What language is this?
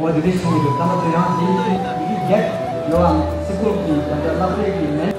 Tibetan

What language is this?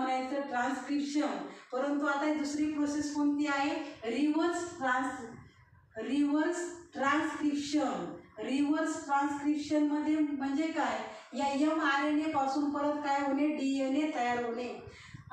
Marathi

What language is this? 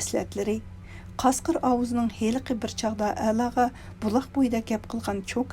Uyghur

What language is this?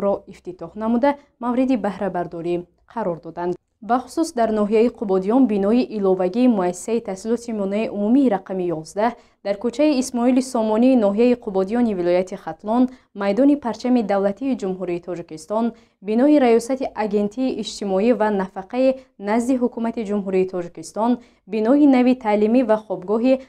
Tajik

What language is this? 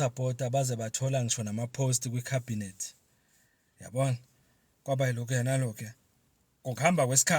Zulu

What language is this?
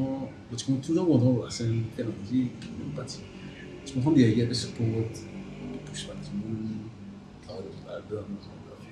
Morisyen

